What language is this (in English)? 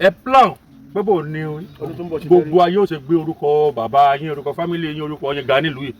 Yoruba